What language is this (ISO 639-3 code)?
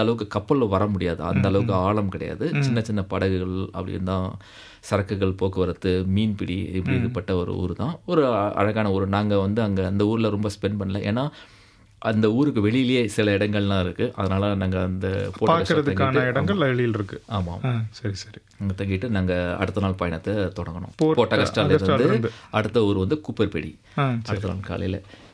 tam